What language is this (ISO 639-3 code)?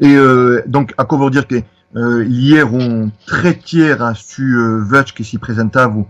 oci